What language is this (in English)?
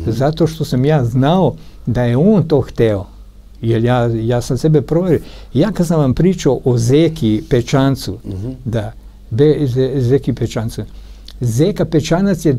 Serbian